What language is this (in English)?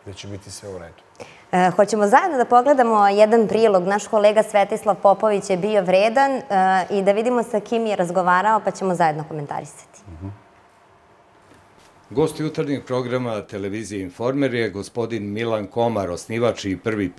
Serbian